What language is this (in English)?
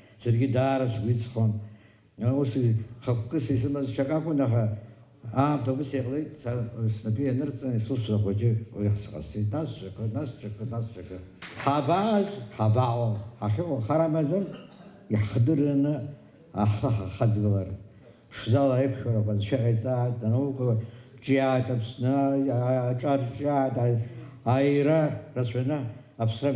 Abkhazian